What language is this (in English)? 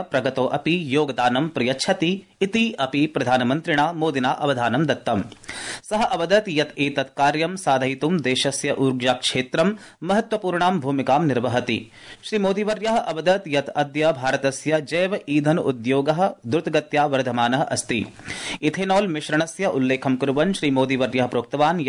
Sanskrit